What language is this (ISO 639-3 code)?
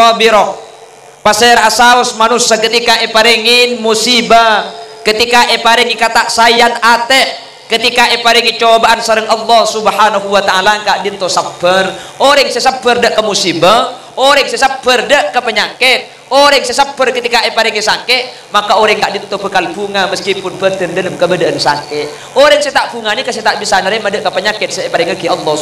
mad